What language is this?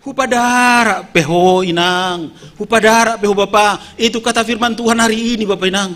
Batak Simalungun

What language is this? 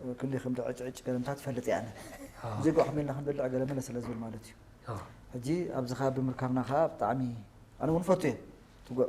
Tigrinya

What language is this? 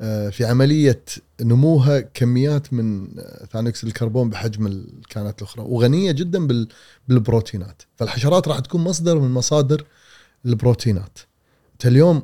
Gulf Arabic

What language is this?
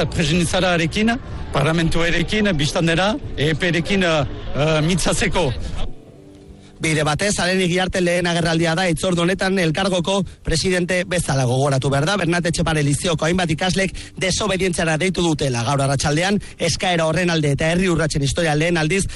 Basque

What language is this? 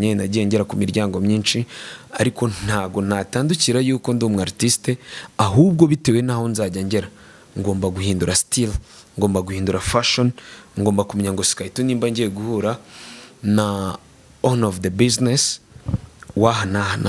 Kinyarwanda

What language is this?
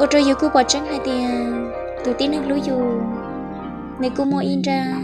Hmong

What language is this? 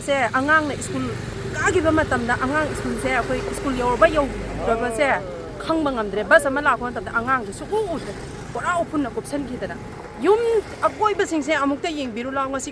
Manipuri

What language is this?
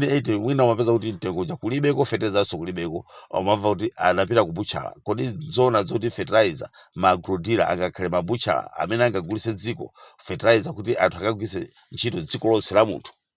Nyanja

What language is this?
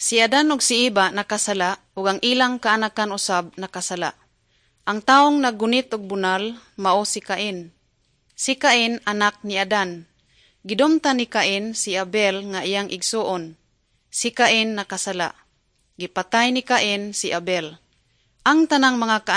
Cebuano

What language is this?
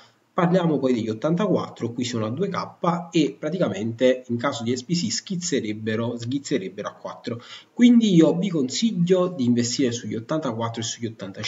Italian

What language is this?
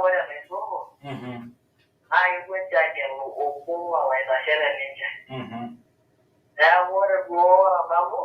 Masai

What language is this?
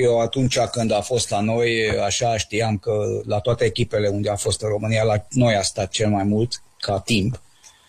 Romanian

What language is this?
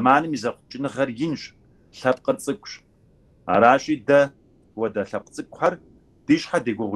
Kabardian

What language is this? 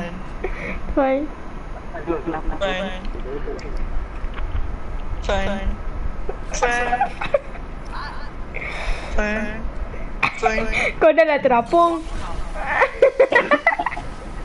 Malay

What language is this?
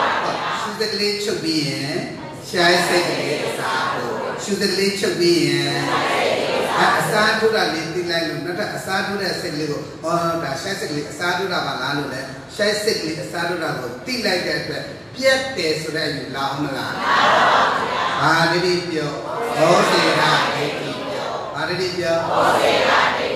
Burmese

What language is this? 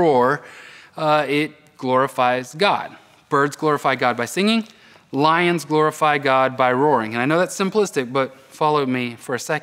English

